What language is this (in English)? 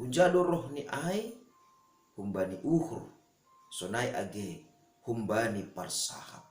Batak Simalungun